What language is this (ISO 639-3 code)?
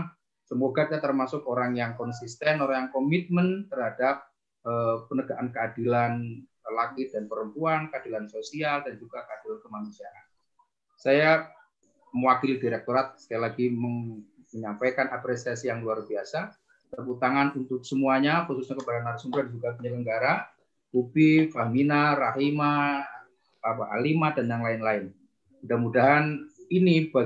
ind